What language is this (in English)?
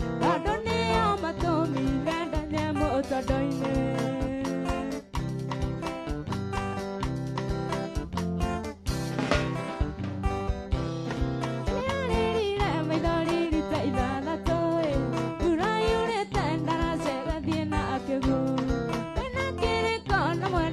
Kikuyu